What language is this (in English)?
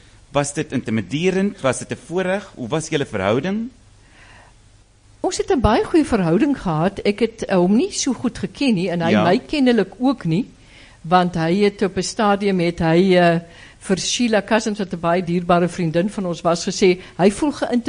Afrikaans